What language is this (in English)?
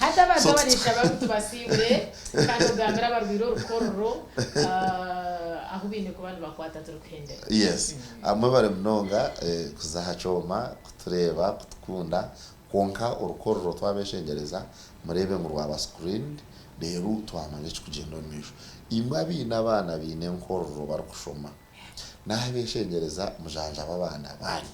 Nyankole